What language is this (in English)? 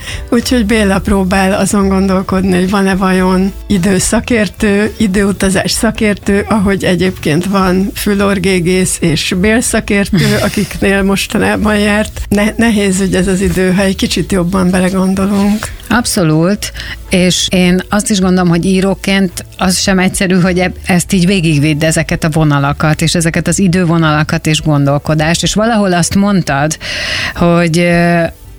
Hungarian